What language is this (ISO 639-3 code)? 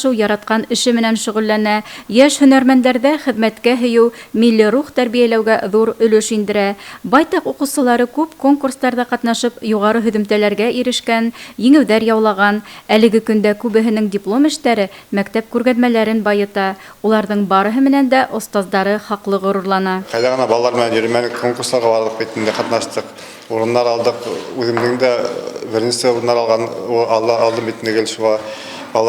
bak